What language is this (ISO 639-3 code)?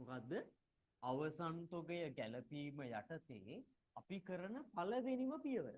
sin